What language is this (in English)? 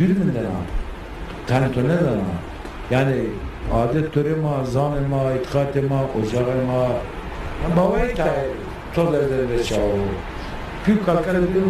Zaza